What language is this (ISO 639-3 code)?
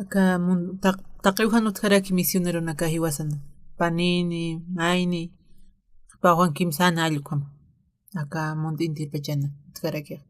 aym